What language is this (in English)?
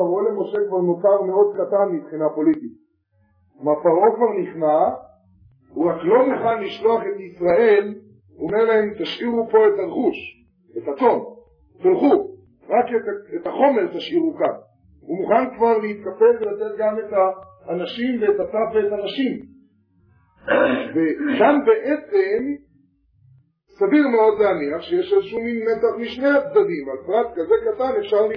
Hebrew